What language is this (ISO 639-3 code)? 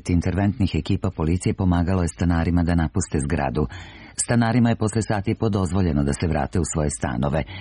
srp